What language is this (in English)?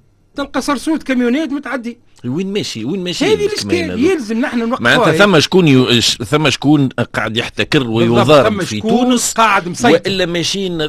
Tunisian Arabic